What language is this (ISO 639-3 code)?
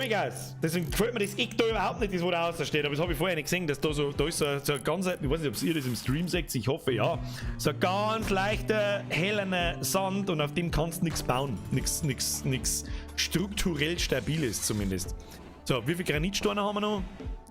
bar